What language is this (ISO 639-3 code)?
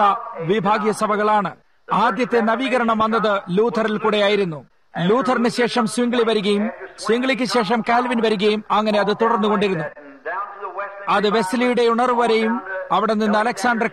mal